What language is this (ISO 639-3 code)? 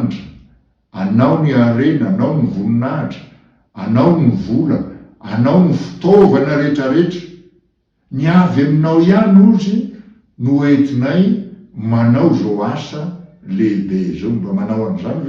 mlg